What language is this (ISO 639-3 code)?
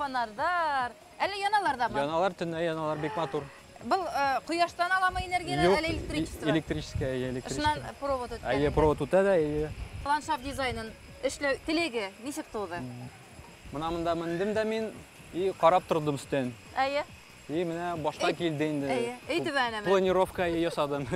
bak